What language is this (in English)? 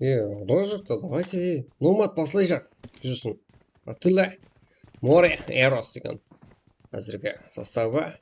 Kara-Kalpak